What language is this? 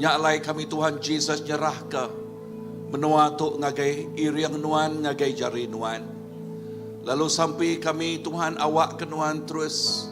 Iban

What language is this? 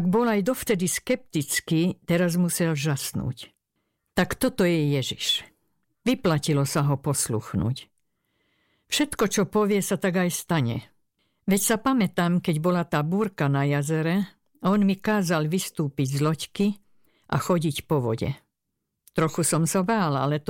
Slovak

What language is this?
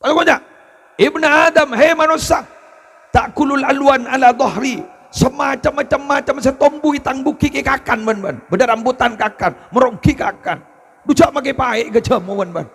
Madurese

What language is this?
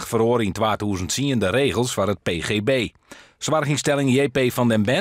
Western Frisian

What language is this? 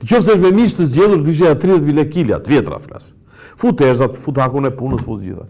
Albanian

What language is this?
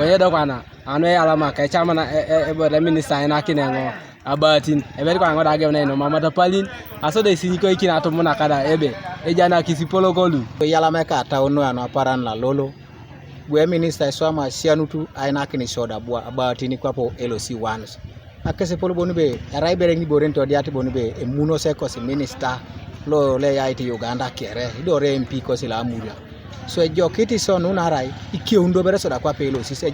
Teso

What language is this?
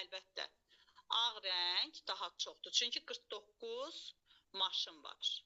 Azerbaijani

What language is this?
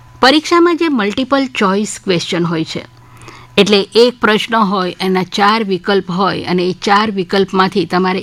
Gujarati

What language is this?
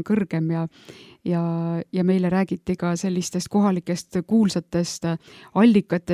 Estonian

